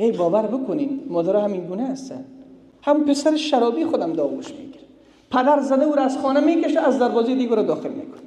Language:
Persian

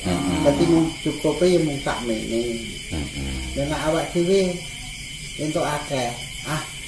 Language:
Javanese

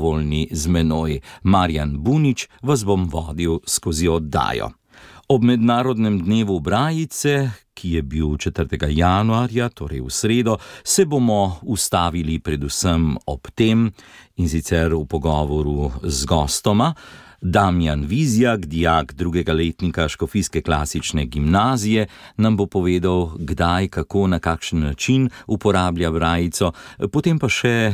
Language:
Slovenian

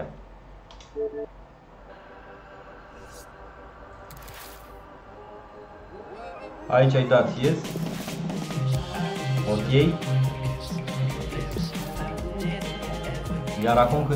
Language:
Romanian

